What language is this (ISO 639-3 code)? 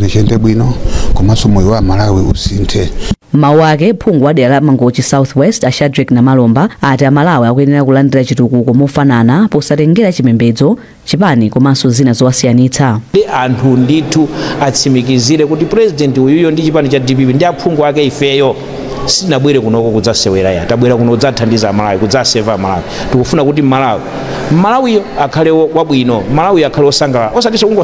nya